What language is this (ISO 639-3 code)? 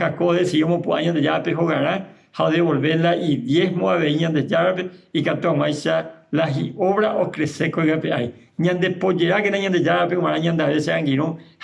grn